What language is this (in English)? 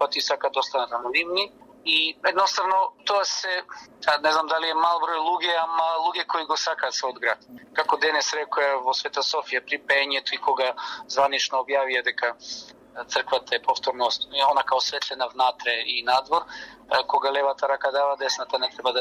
Macedonian